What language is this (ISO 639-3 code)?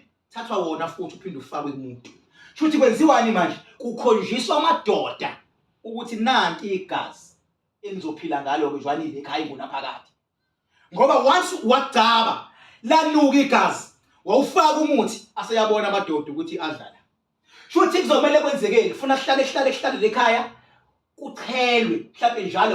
zul